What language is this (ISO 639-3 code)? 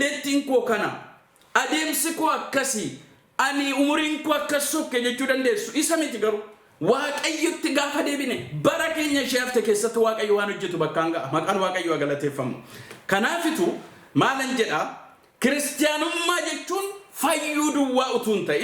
orm